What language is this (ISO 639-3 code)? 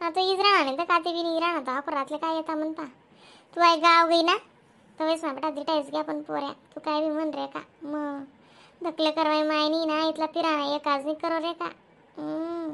khn